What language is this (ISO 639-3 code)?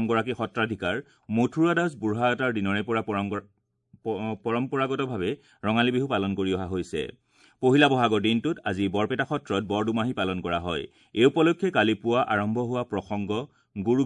asm